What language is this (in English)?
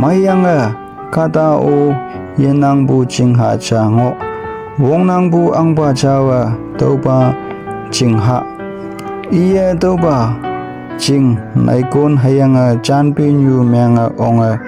Konyak Naga